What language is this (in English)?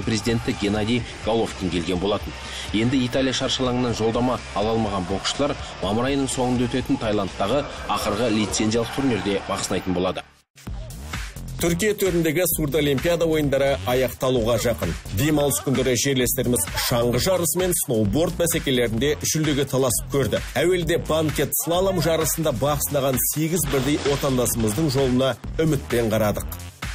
Kazakh